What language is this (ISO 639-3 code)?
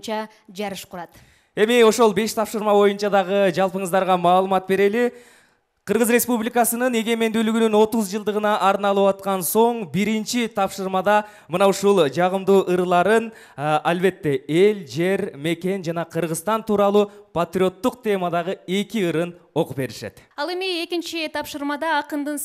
kir